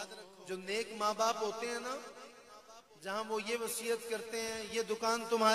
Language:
Urdu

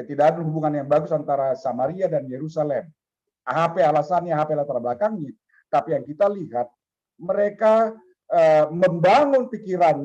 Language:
Batak Simalungun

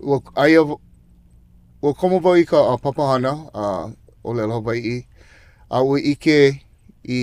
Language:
Hawaiian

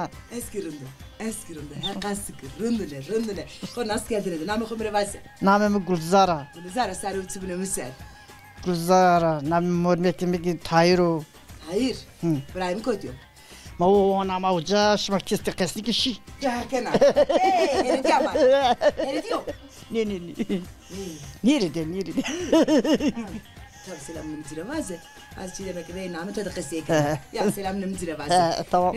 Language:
Zaza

